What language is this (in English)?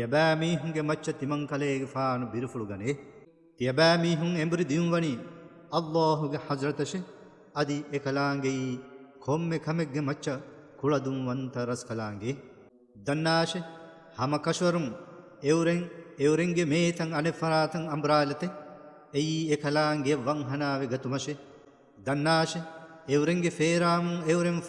Divehi